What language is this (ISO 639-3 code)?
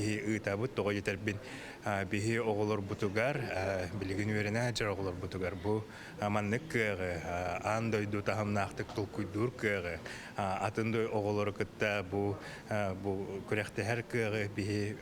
sah